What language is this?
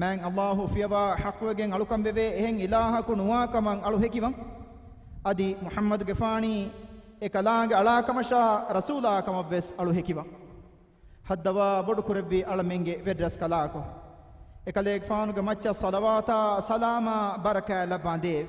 Divehi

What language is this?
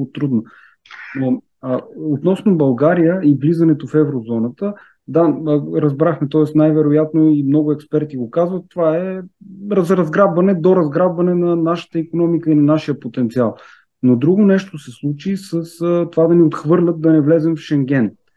Bulgarian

